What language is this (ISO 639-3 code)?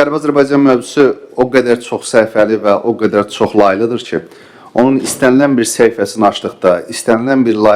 aze